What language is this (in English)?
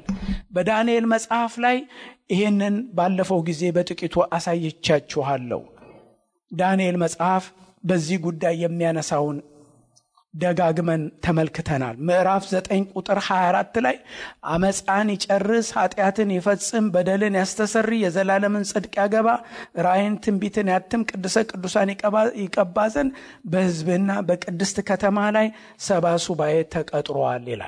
Amharic